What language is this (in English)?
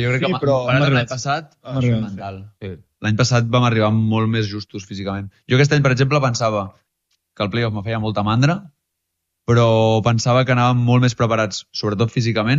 Catalan